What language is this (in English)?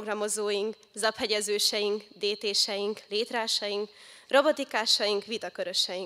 Hungarian